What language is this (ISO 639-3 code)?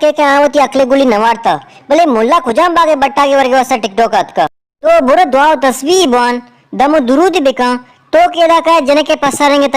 bal